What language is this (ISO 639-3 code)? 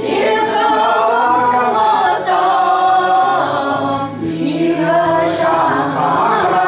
chv